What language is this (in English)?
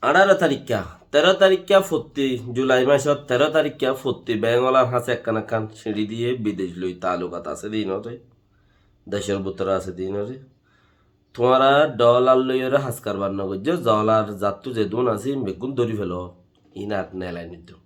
Rohingya